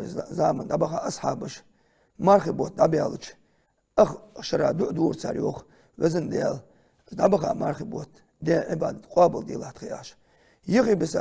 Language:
Ingush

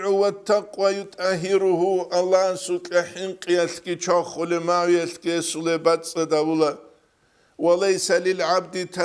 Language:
Avaric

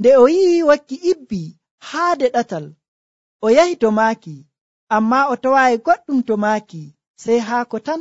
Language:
Nigerian Fulfulde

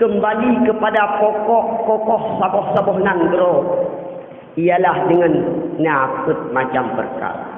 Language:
Achinese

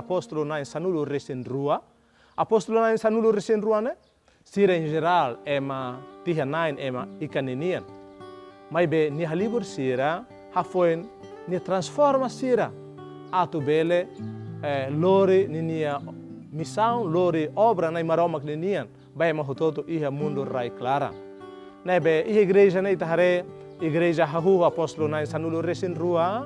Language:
Tetum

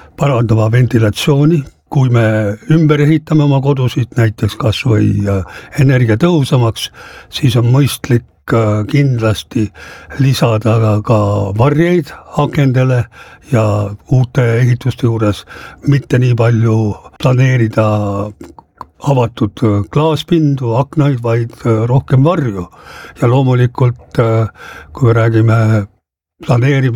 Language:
Estonian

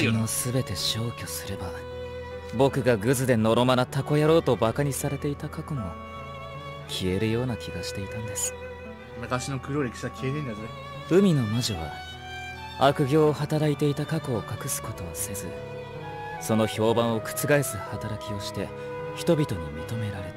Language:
Japanese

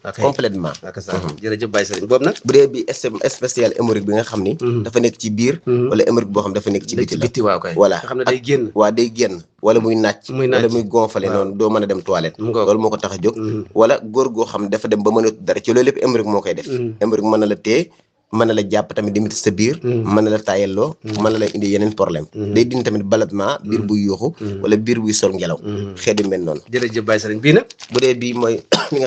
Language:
Wolof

